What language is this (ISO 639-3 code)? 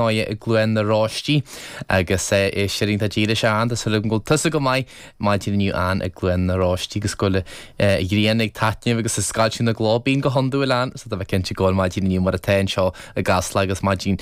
gle